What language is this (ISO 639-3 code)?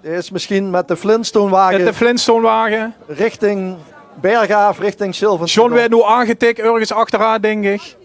lim